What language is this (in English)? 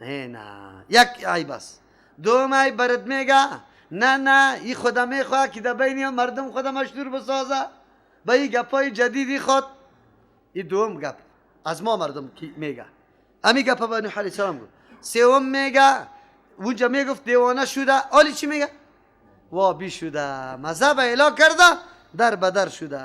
Persian